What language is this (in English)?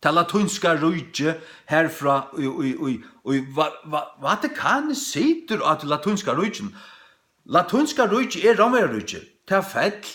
Faroese